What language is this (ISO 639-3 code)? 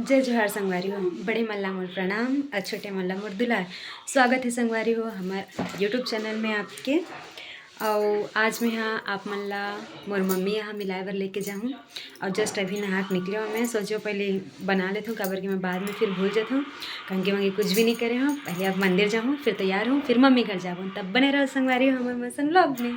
hne